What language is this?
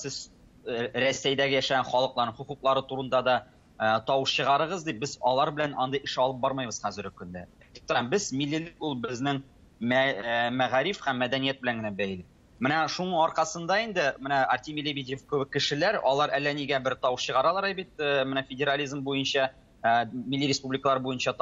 Tatar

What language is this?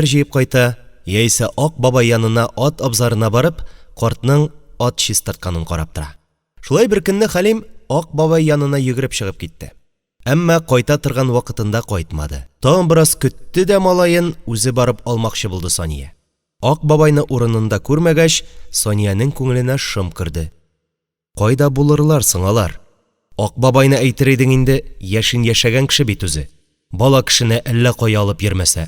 Tatar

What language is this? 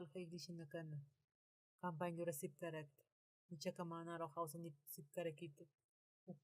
Aymara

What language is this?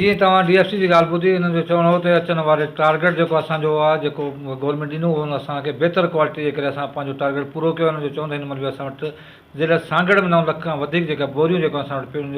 Sindhi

